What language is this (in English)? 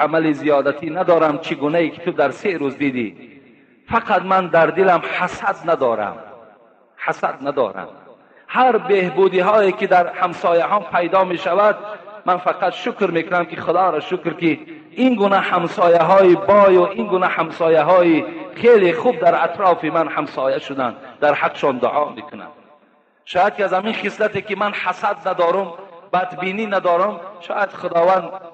Tajik